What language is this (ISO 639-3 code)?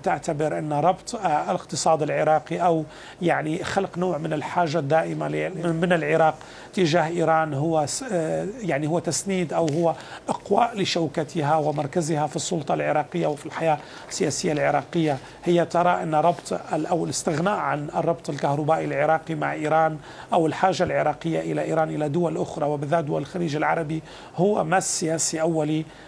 acm